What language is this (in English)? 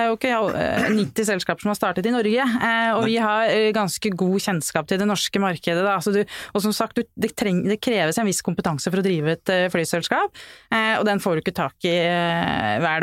Norwegian